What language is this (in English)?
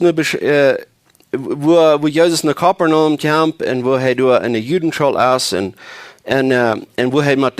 Plautdietsch